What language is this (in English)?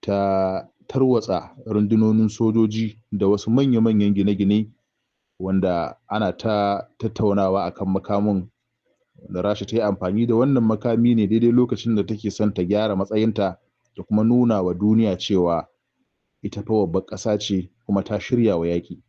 Hausa